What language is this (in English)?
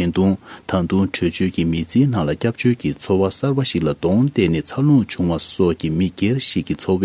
Tibetan